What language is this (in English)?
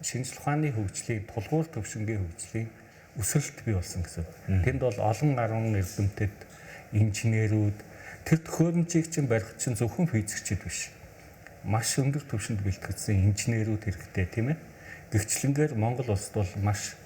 Mongolian